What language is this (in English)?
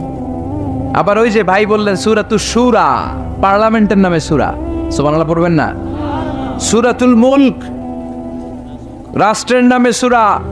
Bangla